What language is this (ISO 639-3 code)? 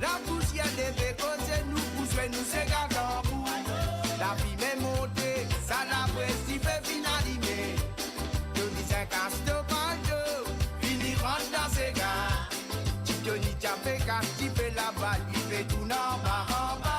mfe